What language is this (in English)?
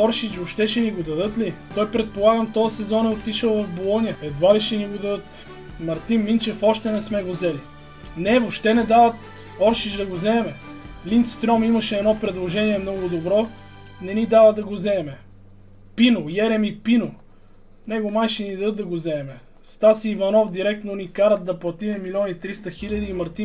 Bulgarian